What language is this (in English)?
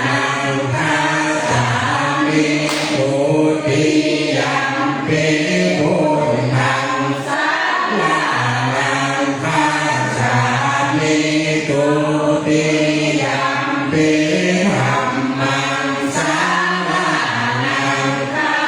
Pali